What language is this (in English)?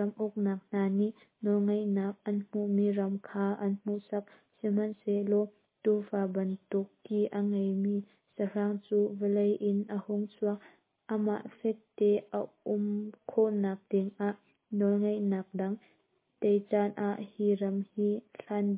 Hakha Chin